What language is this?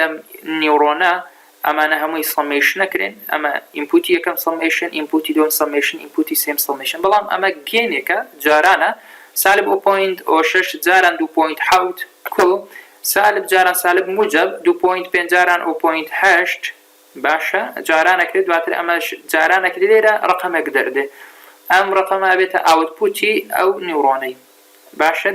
Central Kurdish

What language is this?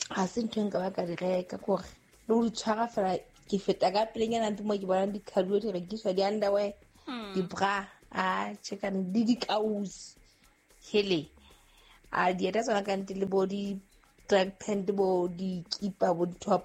Southern Sotho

